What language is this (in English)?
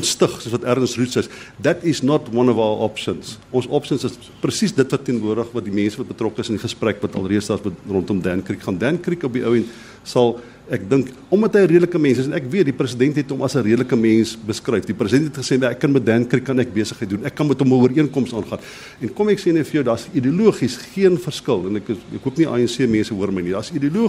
Afrikaans